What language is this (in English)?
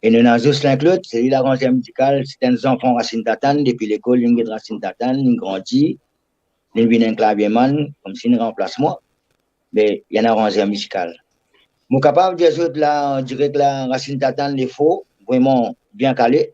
Morisyen